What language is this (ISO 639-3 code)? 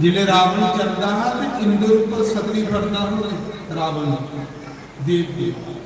doi